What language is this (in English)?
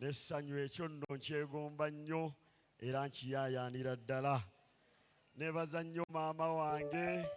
Ganda